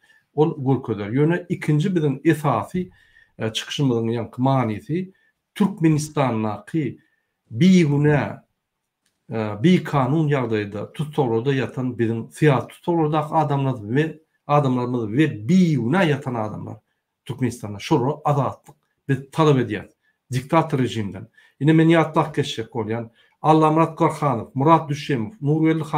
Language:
Turkmen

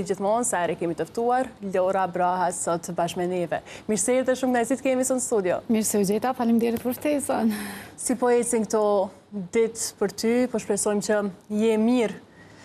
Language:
Albanian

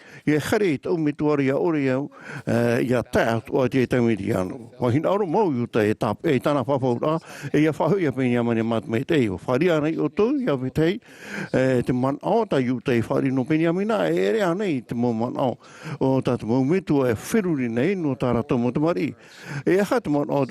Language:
Tahitian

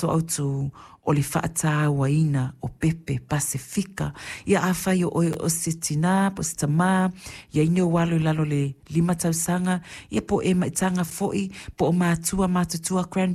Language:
Samoan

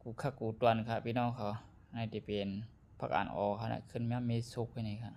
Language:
Shan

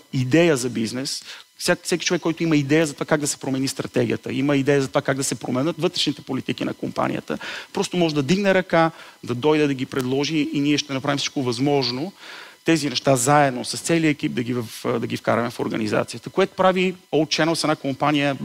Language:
Bulgarian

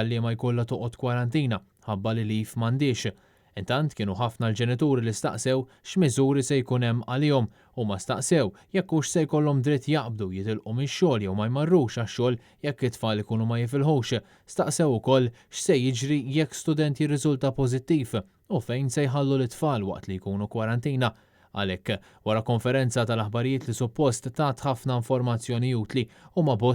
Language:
Maltese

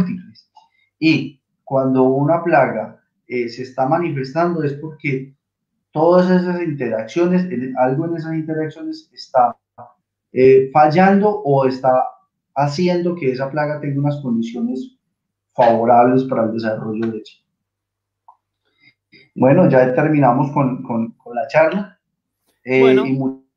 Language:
Spanish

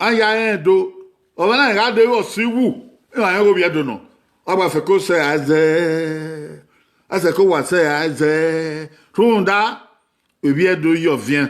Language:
Bini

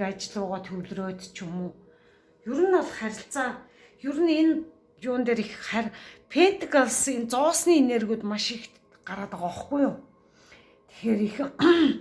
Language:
Mongolian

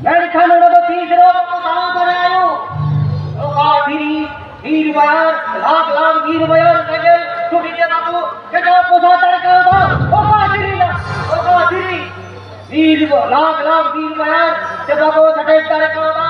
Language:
Santali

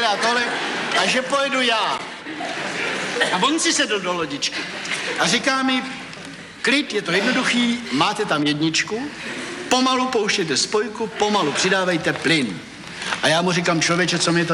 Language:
Czech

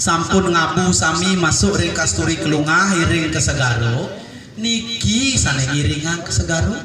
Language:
Balinese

